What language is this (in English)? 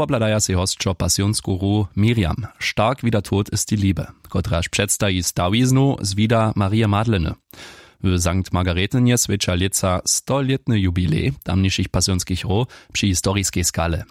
Upper Sorbian